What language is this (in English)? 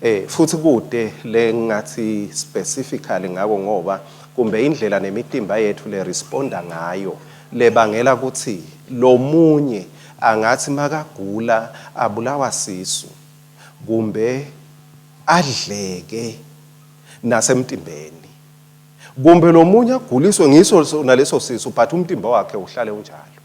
Swati